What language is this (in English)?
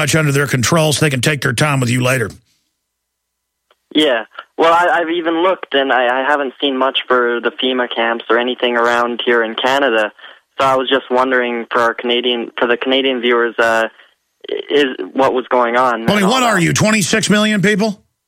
English